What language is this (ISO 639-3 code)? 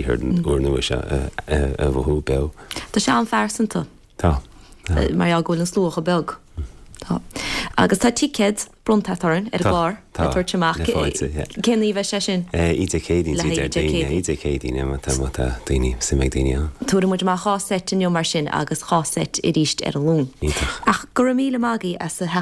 gle